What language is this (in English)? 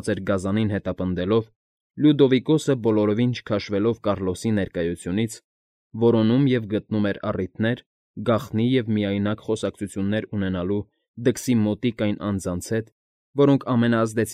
Armenian